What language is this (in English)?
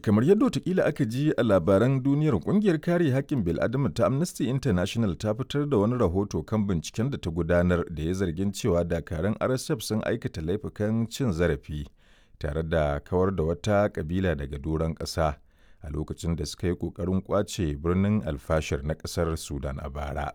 Hausa